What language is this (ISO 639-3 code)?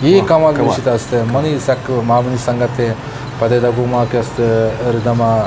bgp